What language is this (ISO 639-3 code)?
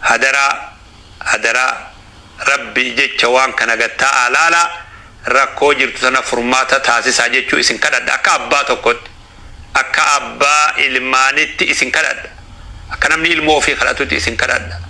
orm